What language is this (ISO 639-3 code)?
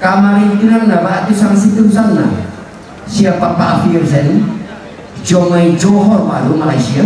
sda